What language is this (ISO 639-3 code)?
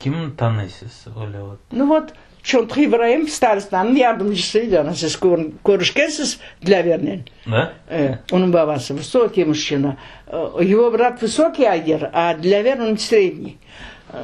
crh